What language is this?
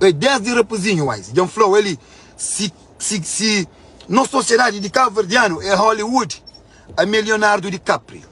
Kabuverdianu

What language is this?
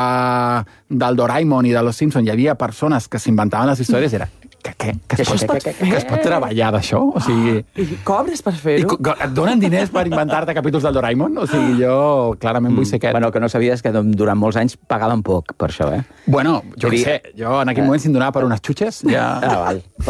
Catalan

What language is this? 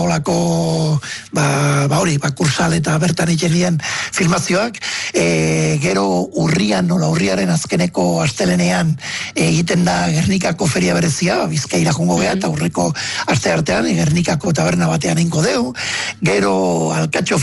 Basque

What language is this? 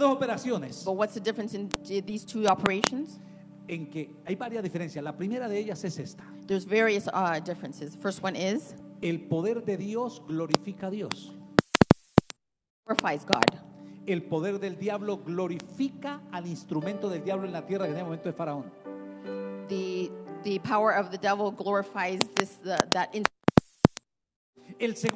Spanish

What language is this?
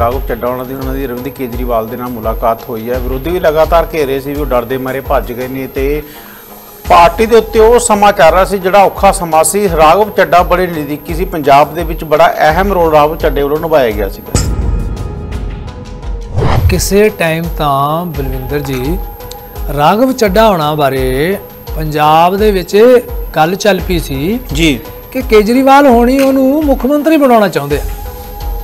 Punjabi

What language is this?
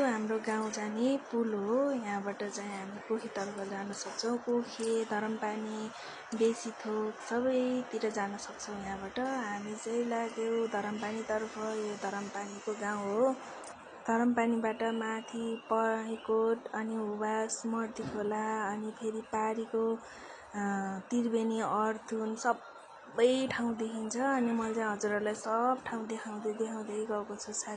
Nepali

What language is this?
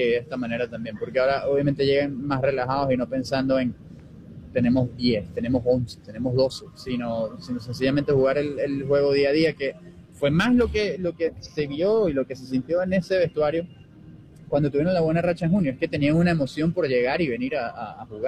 Spanish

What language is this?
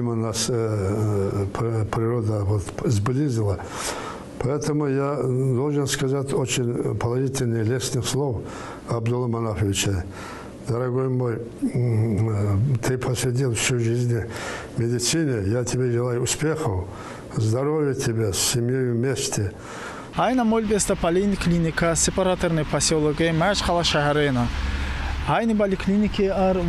Tsakhur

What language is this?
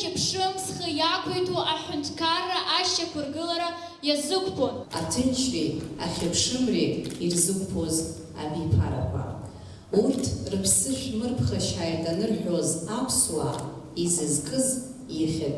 Abkhazian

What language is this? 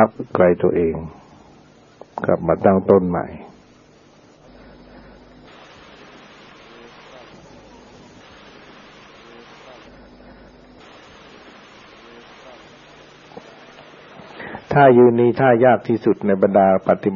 Thai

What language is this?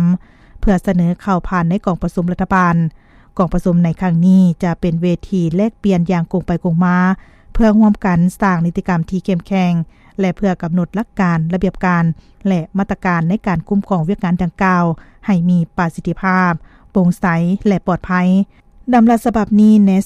Lao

